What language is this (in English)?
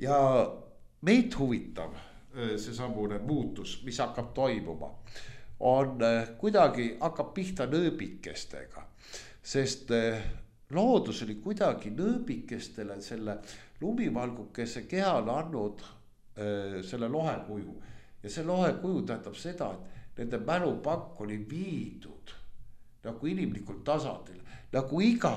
Estonian